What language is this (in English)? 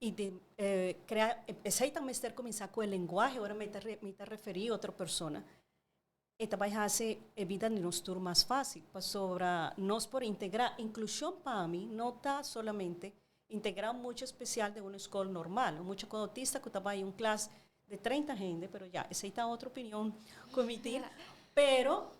Papiamento